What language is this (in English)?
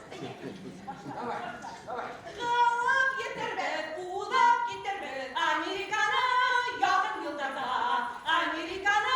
Bashkir